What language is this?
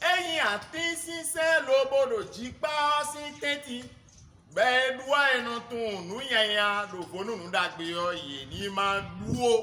Fon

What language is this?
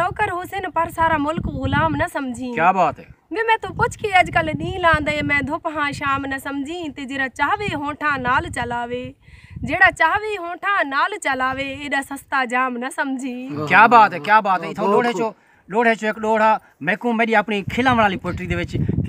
Saraiki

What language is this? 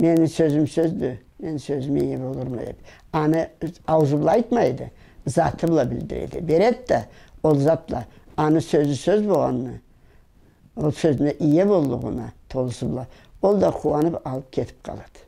Karachay-Balkar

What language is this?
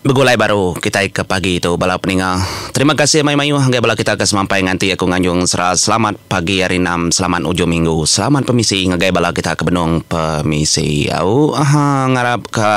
Iban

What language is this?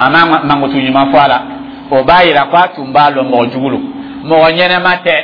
Dyula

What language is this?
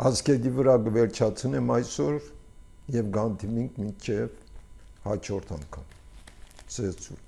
Armenian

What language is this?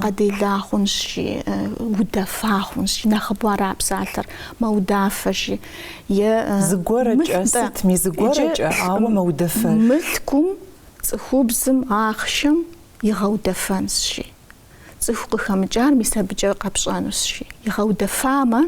Kabardian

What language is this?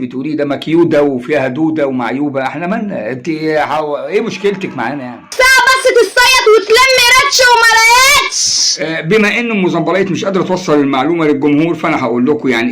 Egyptian Arabic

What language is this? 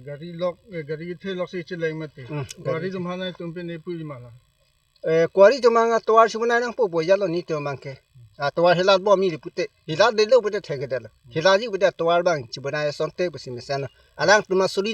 Karbi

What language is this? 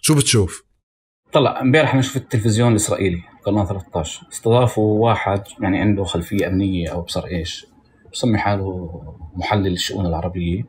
North Levantine Arabic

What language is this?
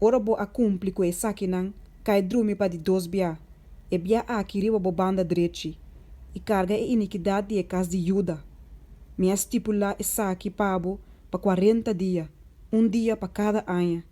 Papiamento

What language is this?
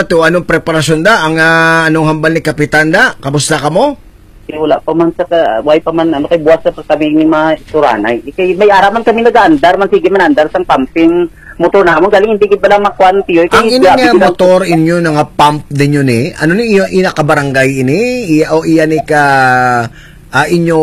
Hiligaynon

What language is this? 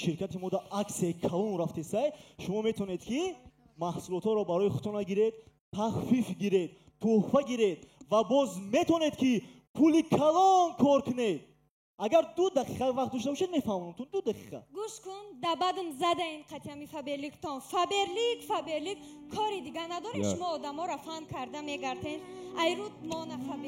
Tajik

